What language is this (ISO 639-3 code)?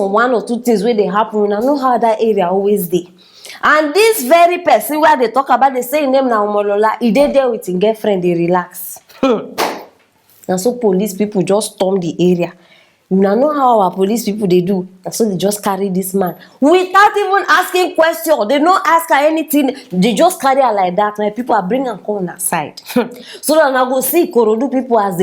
pcm